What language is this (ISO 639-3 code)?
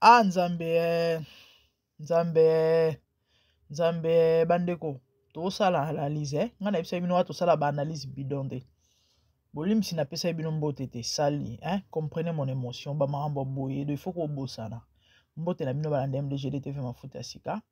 lin